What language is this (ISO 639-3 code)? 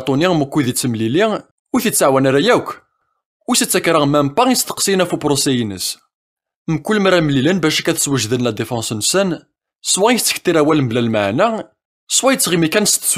kab